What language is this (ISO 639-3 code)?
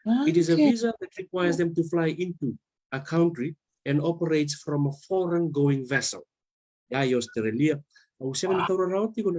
fij